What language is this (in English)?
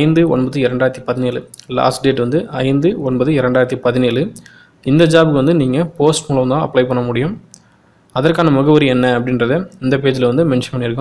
Tamil